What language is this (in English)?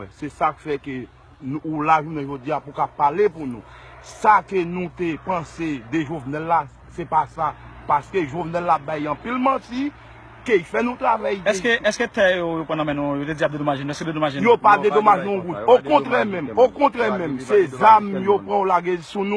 Haitian Creole